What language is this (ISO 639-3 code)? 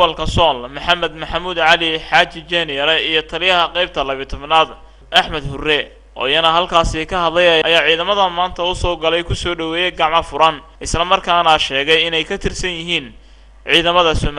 som